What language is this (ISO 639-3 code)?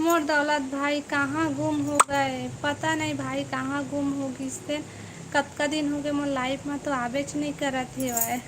hne